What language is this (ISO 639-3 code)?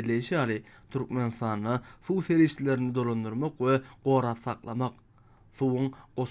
tuk